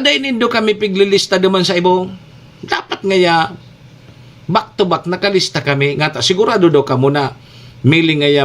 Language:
Bikol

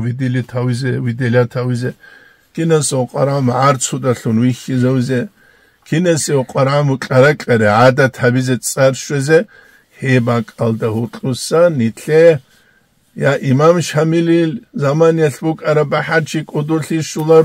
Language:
Avaric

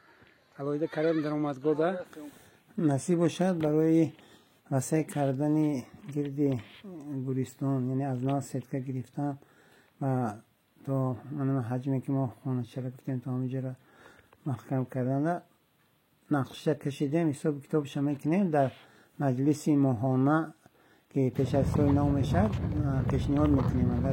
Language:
Tajik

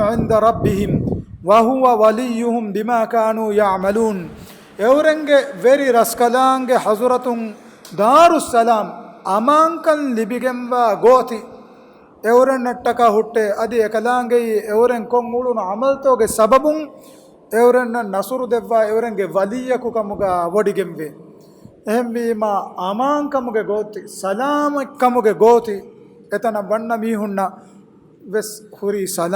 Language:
Divehi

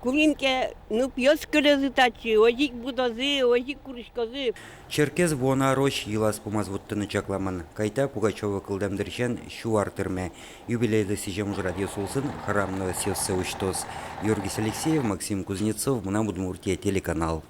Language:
Udmurt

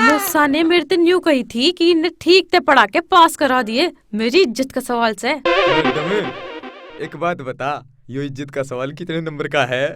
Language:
Haryanvi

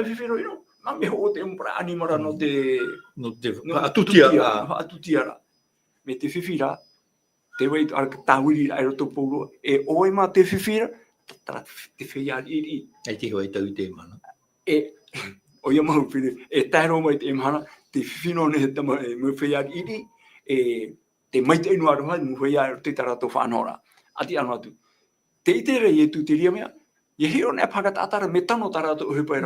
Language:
Tahitian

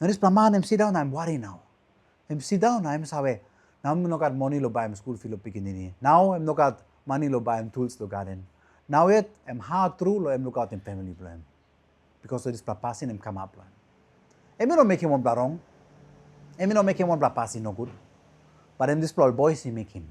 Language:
Tok Pisin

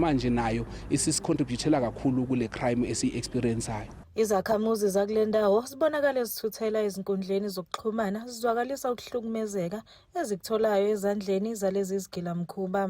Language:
Zulu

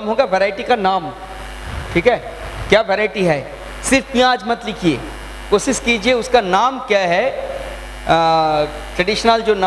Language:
Hindi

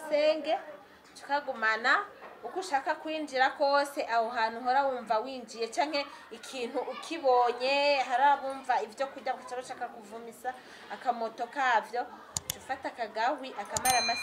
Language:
Rundi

